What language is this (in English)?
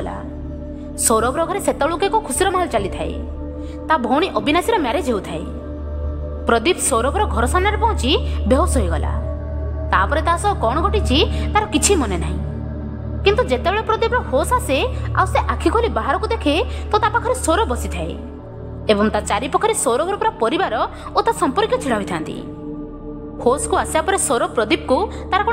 Odia